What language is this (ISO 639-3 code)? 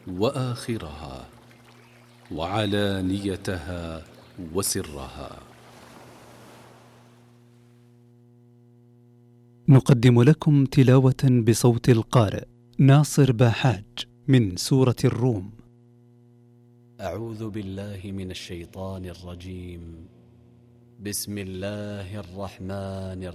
ara